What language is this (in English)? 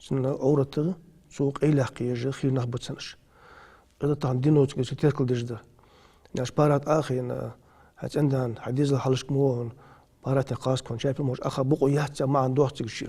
Ingush